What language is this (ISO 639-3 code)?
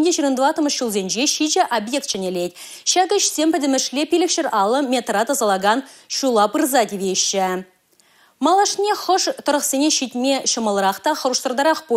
chv